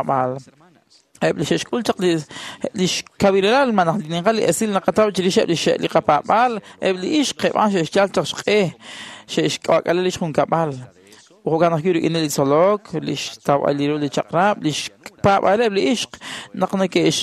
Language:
Kekchí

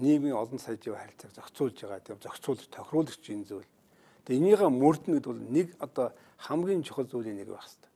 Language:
Mongolian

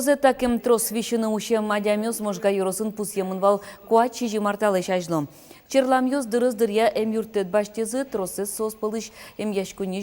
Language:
Udmurt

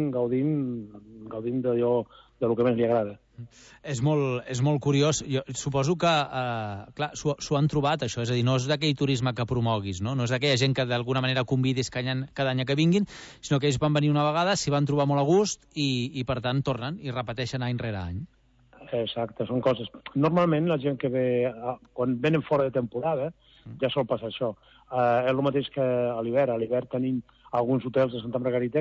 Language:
Catalan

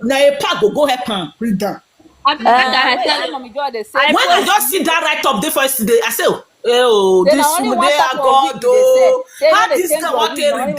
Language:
Nigerian Pidgin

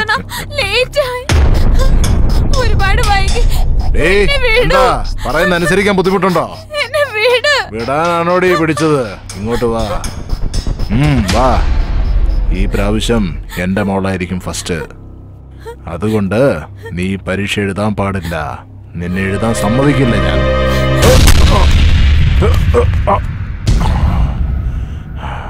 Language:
Malayalam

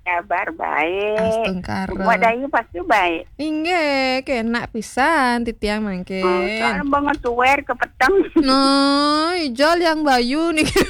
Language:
Balinese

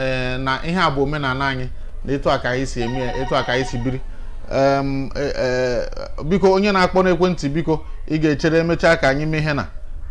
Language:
Igbo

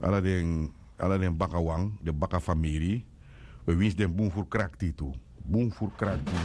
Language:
Sranan Tongo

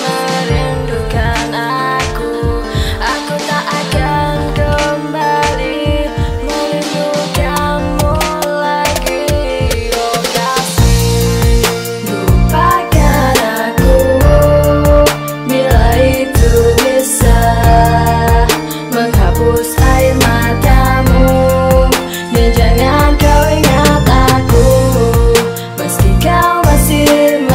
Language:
Indonesian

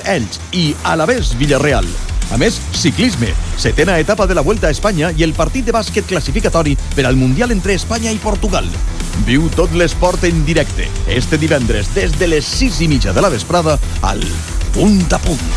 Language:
Catalan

